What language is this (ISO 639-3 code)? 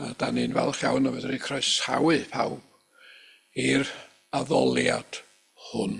cym